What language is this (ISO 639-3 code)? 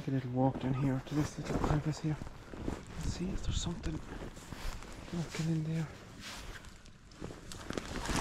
eng